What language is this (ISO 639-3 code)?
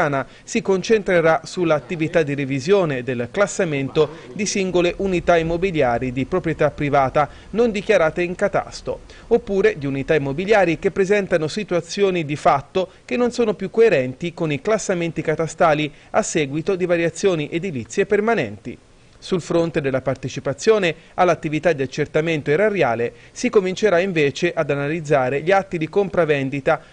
ita